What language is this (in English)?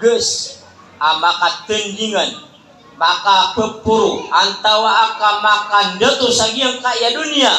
Maranao